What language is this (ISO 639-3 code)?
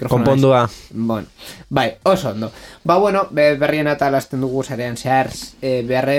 eus